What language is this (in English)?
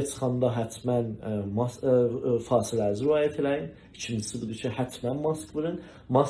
South Azerbaijani